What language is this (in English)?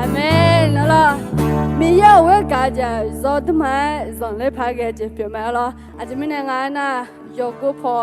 Akha